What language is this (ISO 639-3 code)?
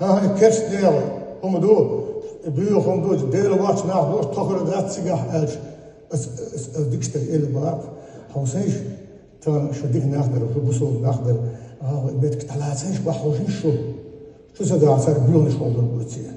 che